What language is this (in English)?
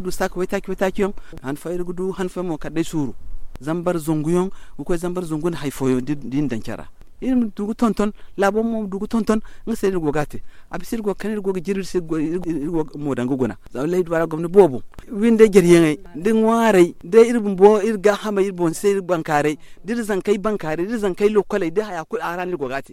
Zarma